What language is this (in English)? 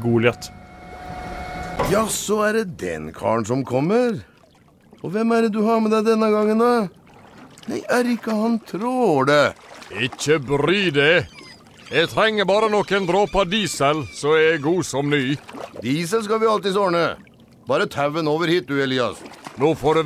Norwegian